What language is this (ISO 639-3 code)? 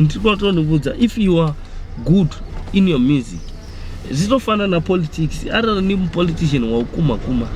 ven